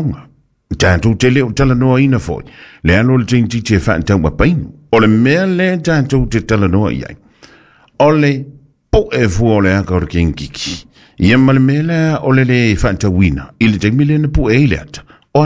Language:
Samoan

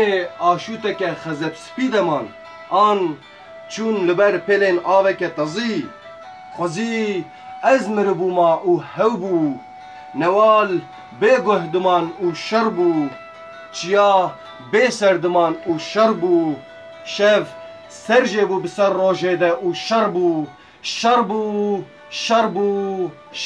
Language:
Kurdish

